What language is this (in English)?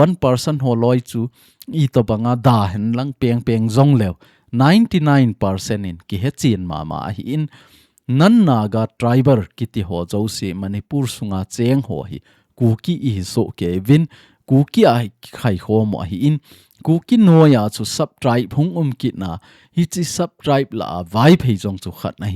Thado Chin